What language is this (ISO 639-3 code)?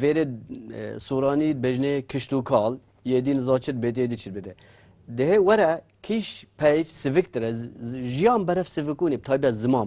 kur